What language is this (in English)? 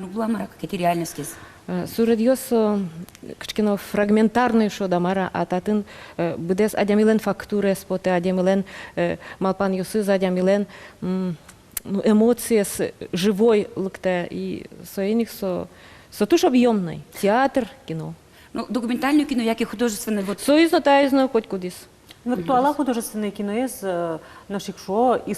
Udmurt